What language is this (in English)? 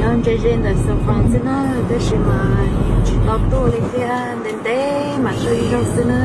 Hmong